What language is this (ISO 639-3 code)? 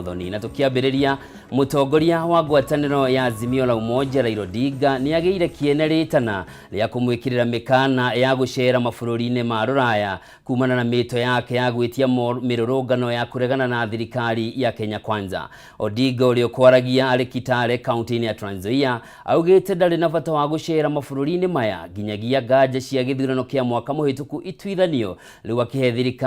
kik